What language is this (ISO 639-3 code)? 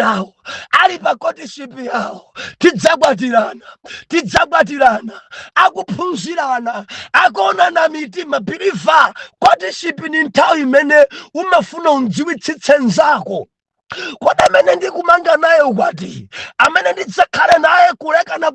nya